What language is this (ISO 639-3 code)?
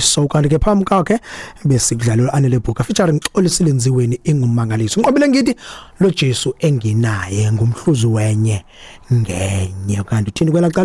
xho